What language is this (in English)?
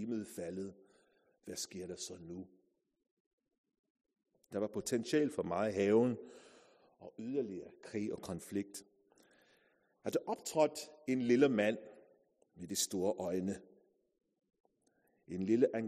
Danish